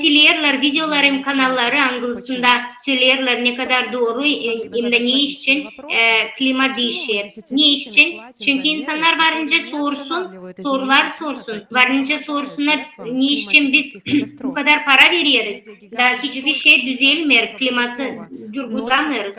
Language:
Gagauz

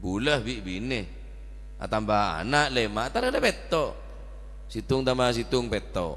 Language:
Madurese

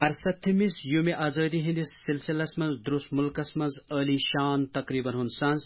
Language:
Kashmiri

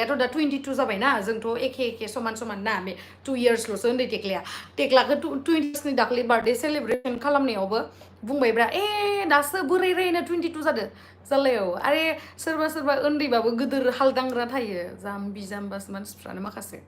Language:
Bodo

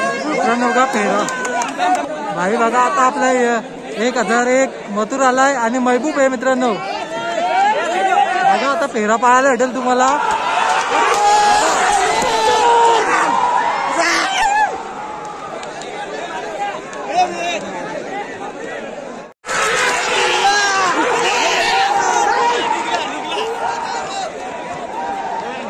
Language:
Marathi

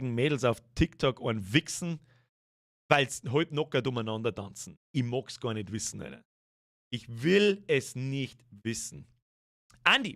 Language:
Bavarian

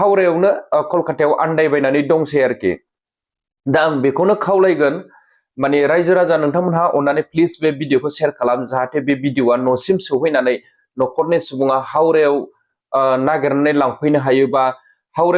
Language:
Bodo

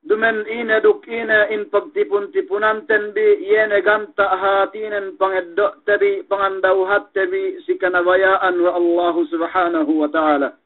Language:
Yakan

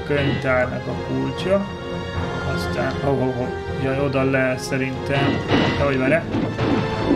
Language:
Hungarian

